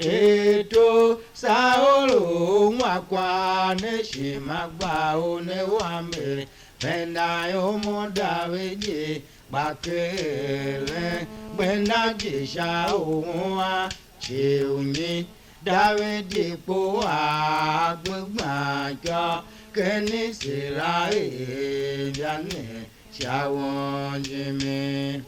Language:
Tiv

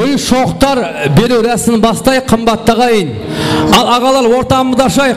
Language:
Kara-Kalpak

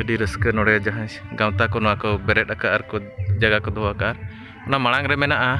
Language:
Santali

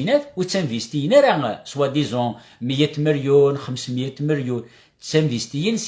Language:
Kabyle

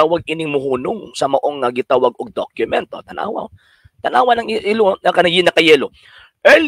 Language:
Cebuano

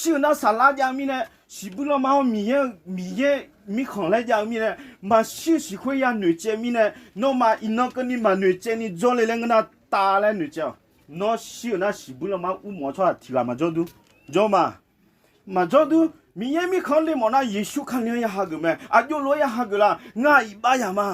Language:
Akha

